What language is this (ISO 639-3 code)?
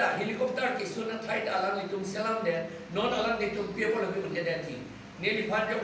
mjw